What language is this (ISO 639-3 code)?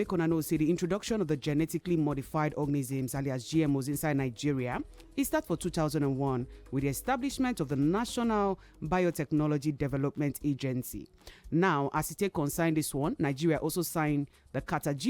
pcm